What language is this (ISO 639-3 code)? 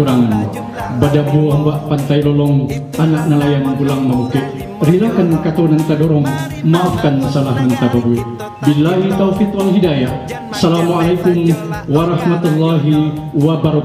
min